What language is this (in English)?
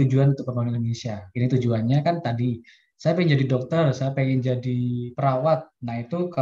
Indonesian